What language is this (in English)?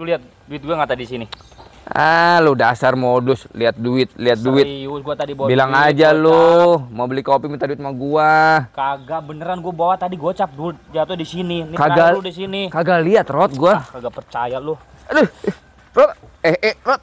Betawi